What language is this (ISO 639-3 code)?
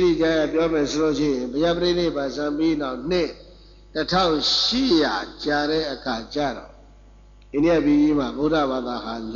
mya